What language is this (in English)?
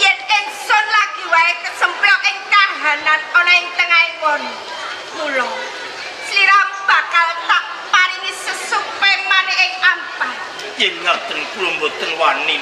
Javanese